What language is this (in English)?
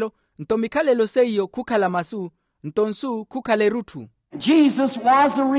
Makhuwa